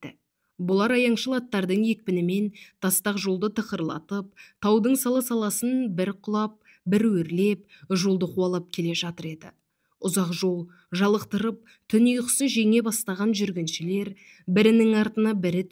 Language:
Kazakh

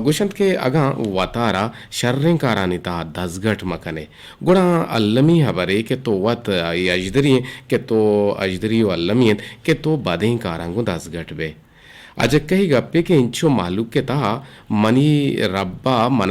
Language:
Eastern Balochi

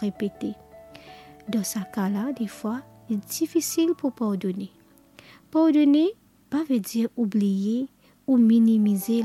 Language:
Morisyen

